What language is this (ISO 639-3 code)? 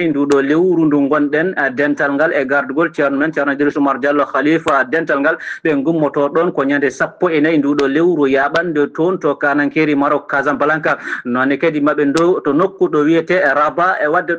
ful